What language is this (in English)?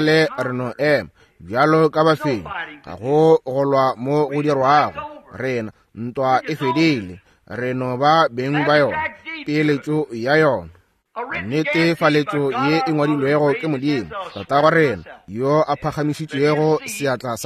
Northern Sotho